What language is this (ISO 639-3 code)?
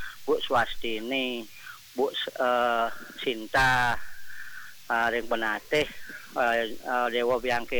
ban